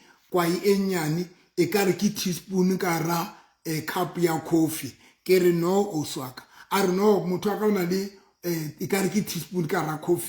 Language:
Southern Sotho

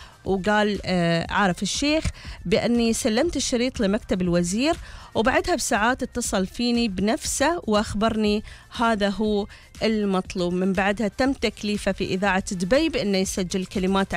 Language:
Gulf Arabic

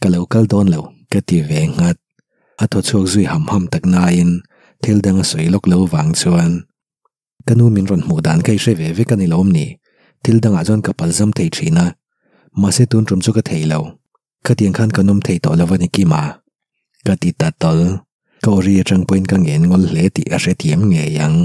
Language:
Mizo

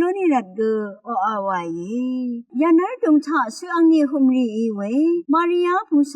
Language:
Rawang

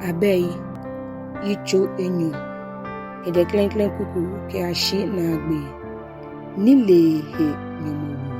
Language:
Ga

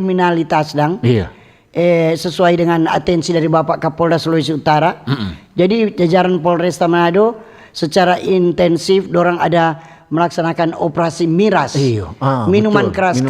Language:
Manado Malay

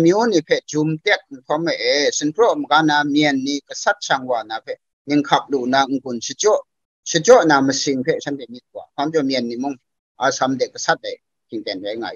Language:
Kachin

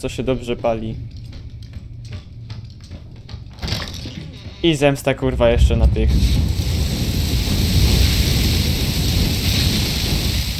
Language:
Polish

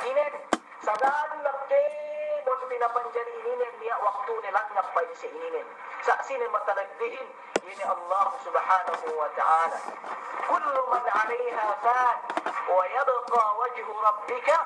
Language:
Yakan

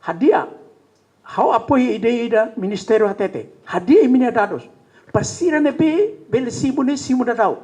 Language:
Tetum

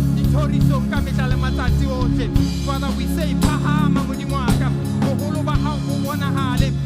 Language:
Southern Sotho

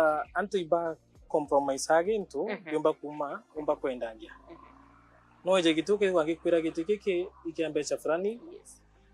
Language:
Meru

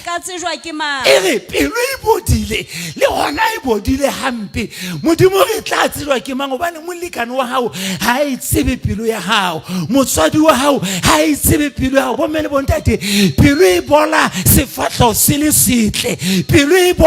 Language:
Southern Sotho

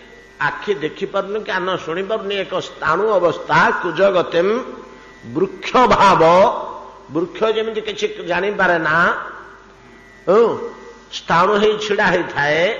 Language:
Odia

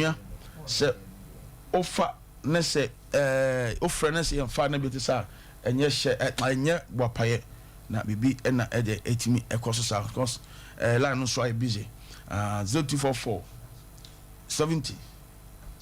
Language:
Akan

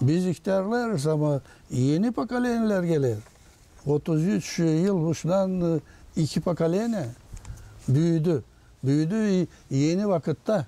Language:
Gagauz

